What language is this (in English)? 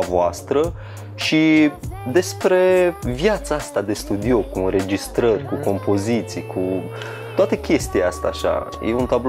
Romanian